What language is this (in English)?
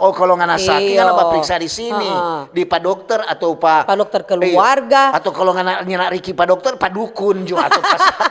Manado Malay